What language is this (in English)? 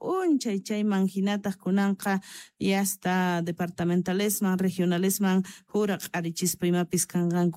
South Bolivian Quechua